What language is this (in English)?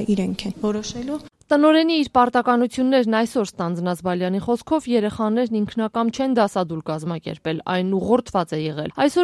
Armenian